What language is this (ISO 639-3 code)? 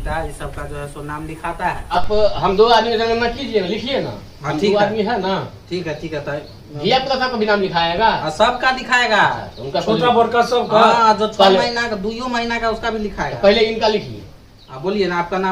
mai